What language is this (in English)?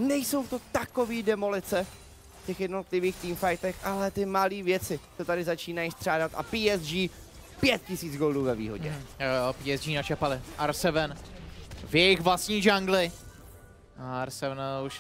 Czech